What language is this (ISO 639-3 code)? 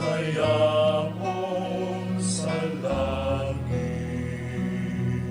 bik